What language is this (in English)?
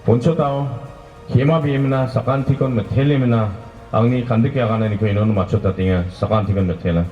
Garo